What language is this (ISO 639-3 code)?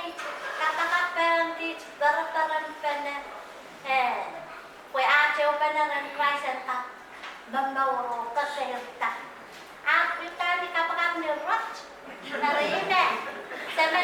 pon